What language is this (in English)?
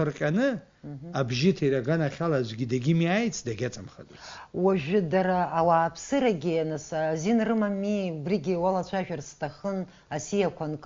Abkhazian